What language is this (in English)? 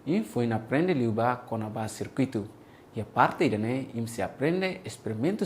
Tetum